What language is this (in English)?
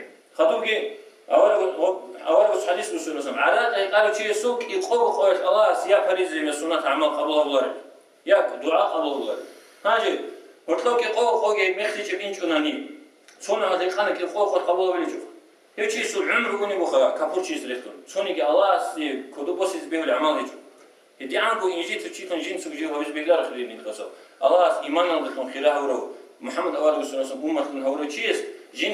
Avaric